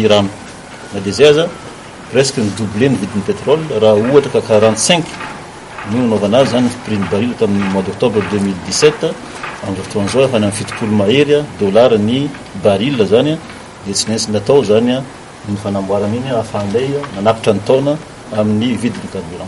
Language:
Malagasy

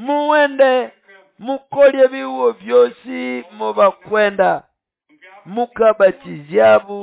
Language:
Nande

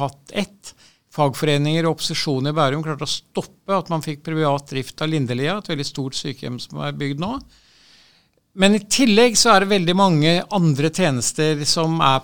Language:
Norwegian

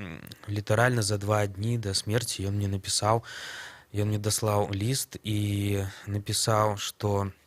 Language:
Belarusian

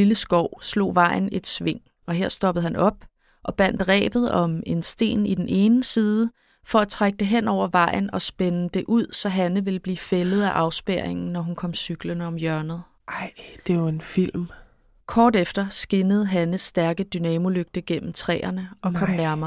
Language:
Danish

